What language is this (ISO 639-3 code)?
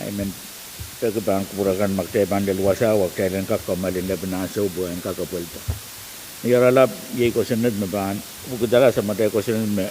pon